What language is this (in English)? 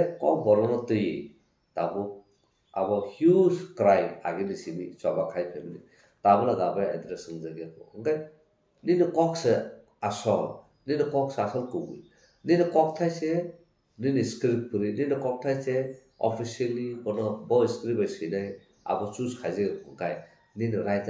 Kok Borok